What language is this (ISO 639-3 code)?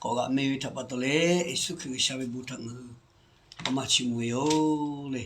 lhu